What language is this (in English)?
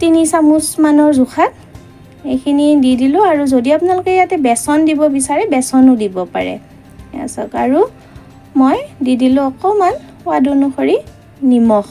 Assamese